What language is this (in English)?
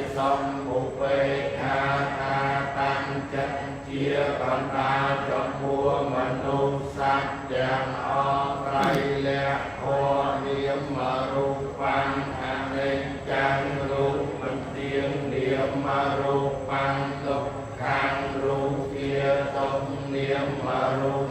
Khmer